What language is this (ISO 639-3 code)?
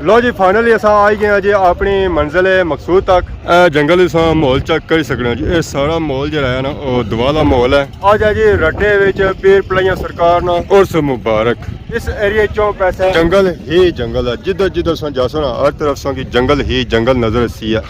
phr